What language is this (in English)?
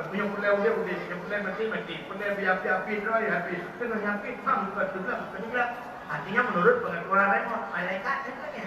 Achinese